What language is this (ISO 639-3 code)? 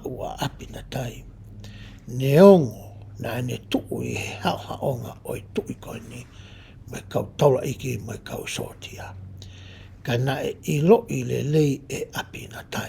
ton